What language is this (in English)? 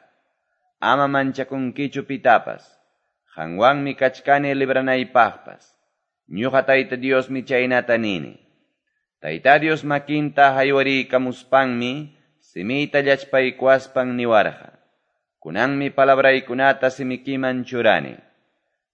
Quechua